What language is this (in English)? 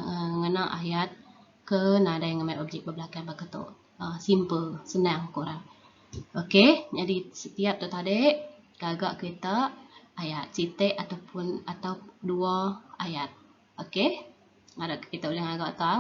Iban